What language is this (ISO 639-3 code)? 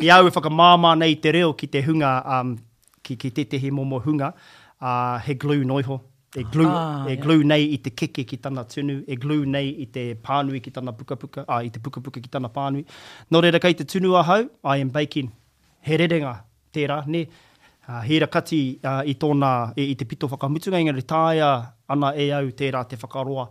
mri